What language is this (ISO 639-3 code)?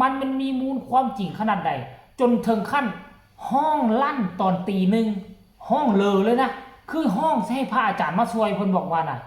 tts